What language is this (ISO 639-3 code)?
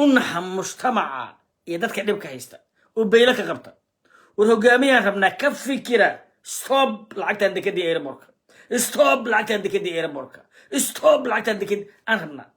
som